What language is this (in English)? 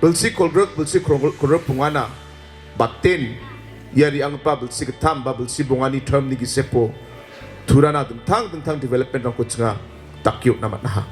Garo